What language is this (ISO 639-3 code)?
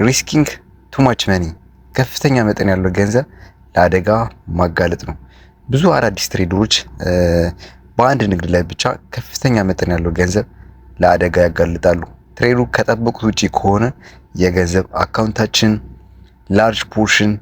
amh